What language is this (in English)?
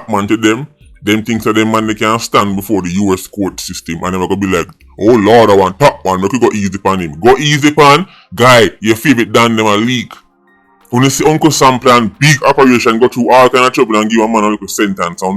Jamaican Creole English